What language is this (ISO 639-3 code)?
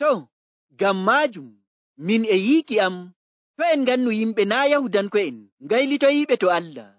fuv